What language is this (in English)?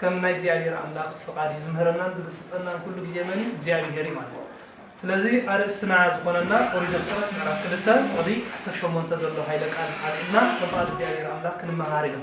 Tigrinya